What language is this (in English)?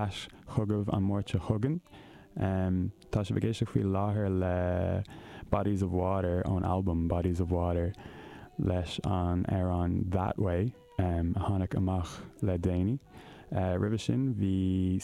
Irish